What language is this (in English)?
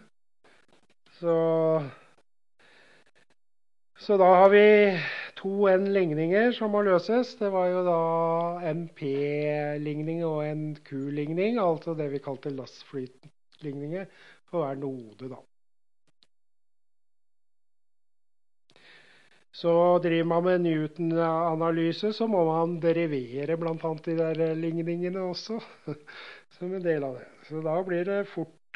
Norwegian